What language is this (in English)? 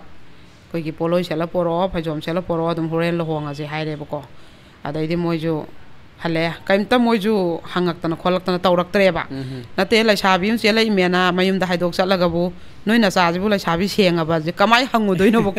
Manipuri